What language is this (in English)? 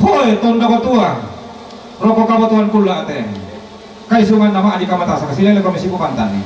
Toraja-Sa'dan